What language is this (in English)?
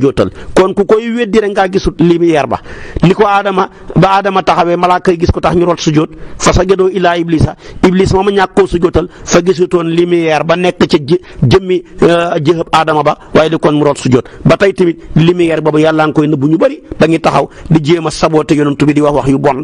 Wolof